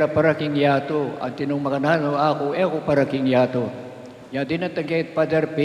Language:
Pampanga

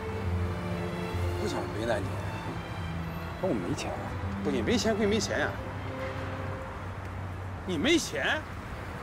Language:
Chinese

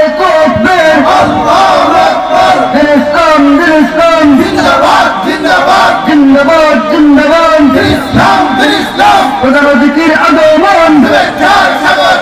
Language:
Sylheti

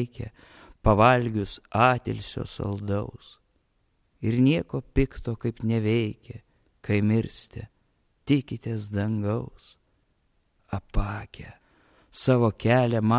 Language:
Lithuanian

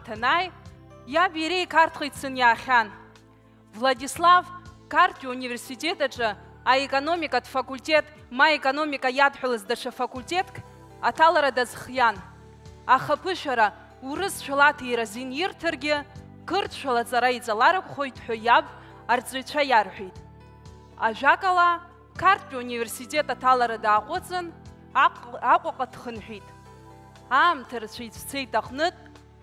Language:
Abkhazian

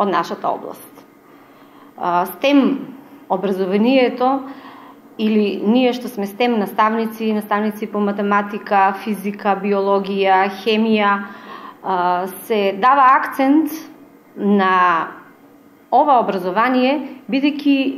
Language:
Macedonian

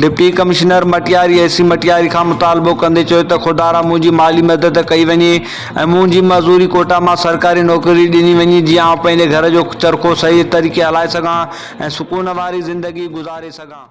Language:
Sindhi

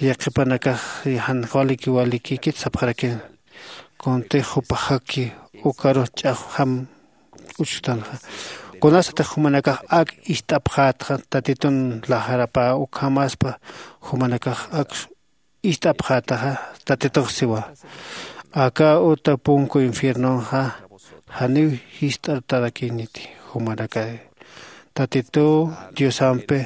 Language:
Aymara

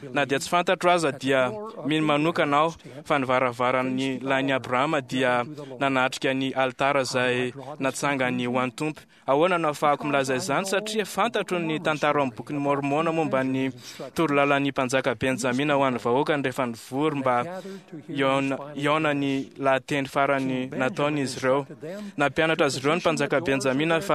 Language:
Malagasy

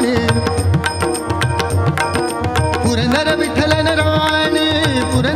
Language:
Kannada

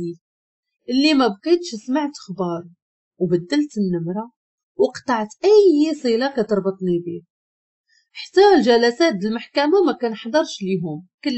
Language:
Moroccan Arabic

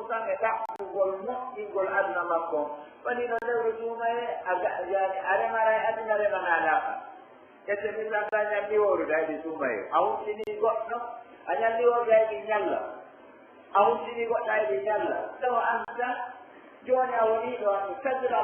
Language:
Pular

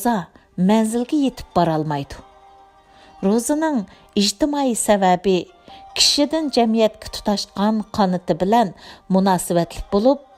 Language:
Uyghur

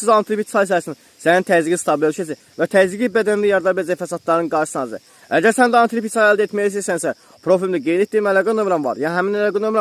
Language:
Azerbaijani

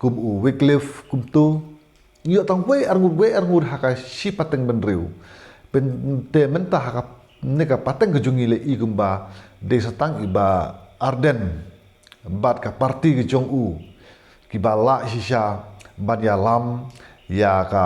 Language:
Khasi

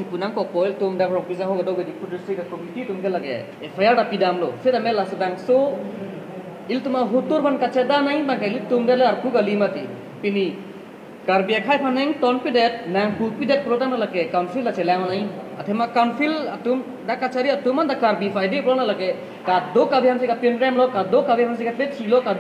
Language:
Karbi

